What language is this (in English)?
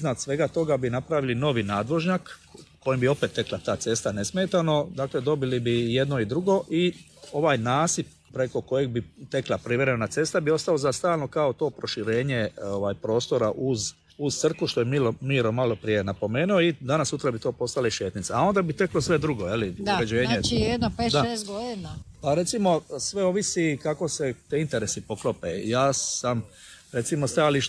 Croatian